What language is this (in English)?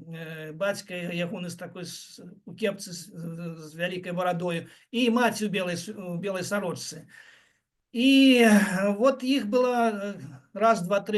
Belarusian